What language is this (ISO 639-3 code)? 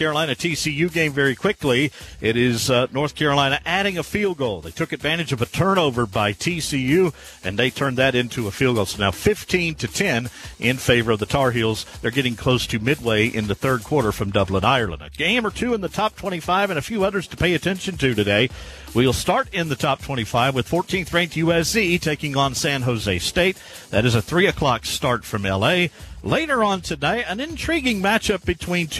eng